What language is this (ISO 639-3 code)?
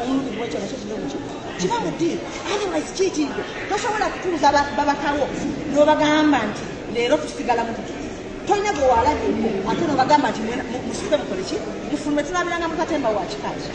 lug